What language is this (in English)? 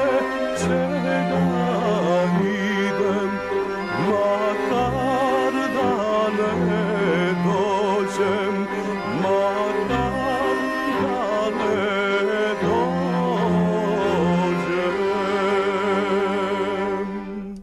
Serbian